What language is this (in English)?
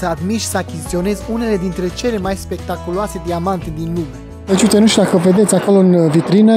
Romanian